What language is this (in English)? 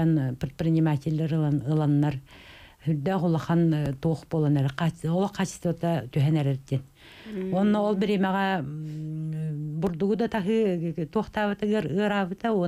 Yakut